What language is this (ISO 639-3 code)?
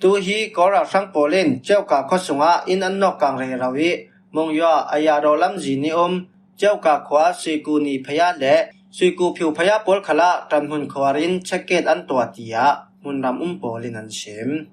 cfm